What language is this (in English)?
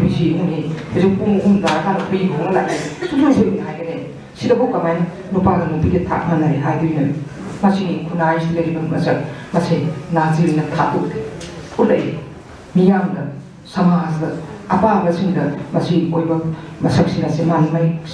Manipuri